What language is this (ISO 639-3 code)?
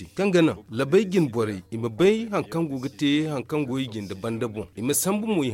dje